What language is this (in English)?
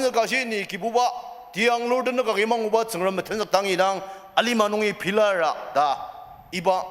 Ao Naga